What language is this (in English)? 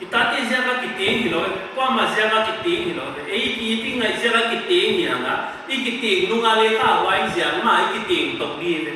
Paite Chin